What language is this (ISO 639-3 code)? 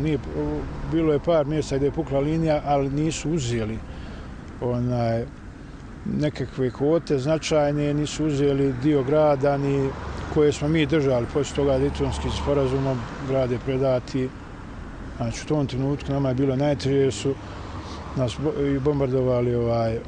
bos